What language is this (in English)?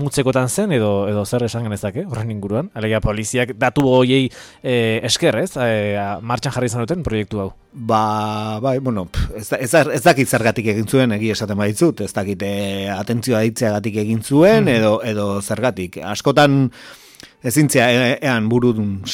Basque